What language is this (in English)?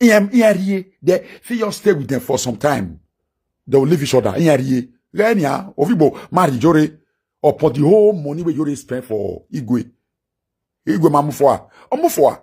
Nigerian Pidgin